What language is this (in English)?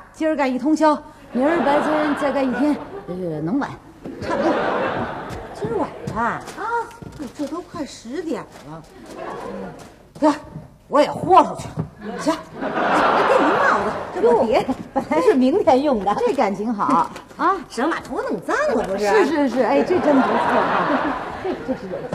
Chinese